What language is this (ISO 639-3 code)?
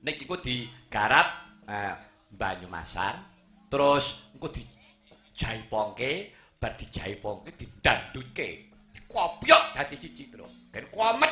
jav